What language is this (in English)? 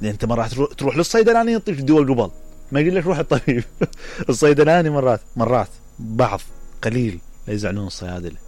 Mesopotamian Arabic